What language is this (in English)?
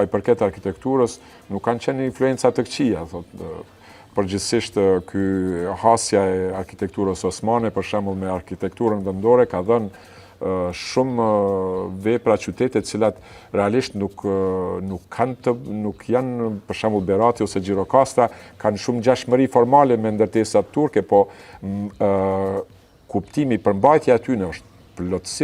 Albanian